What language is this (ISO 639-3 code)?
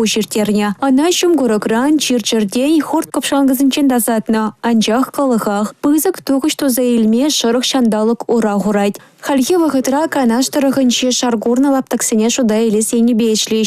chv